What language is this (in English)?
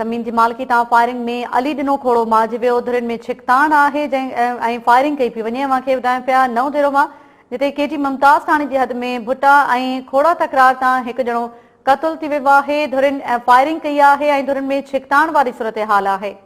Sindhi